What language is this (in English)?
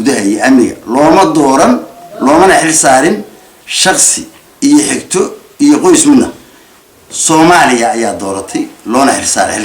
Somali